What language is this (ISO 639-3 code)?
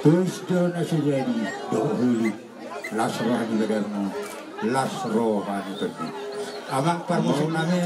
bbc